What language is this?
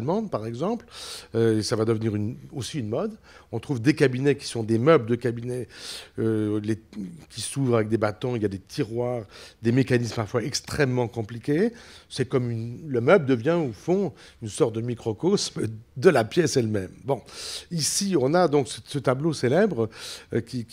French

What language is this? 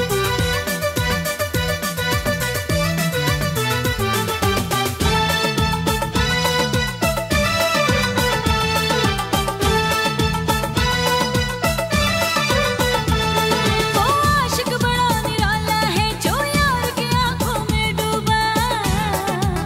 Hindi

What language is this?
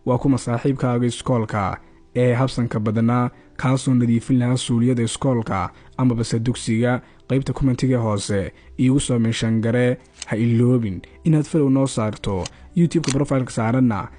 Somali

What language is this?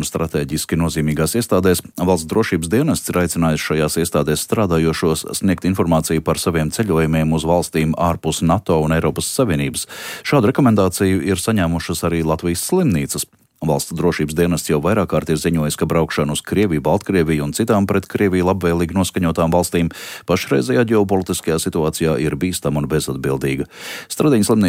Latvian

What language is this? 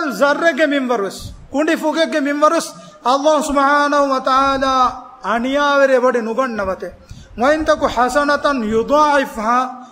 Divehi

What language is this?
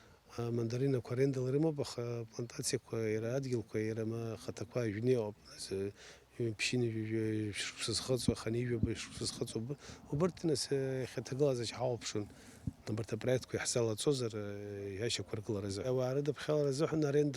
Abkhazian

